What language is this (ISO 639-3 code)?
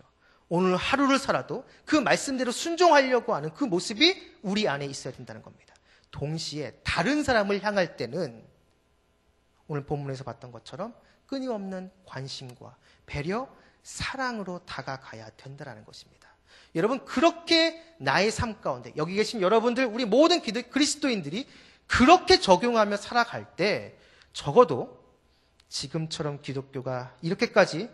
kor